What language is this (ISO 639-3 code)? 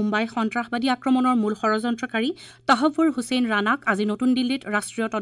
asm